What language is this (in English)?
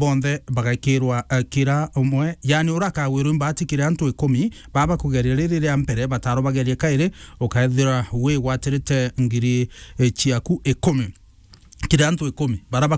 Meru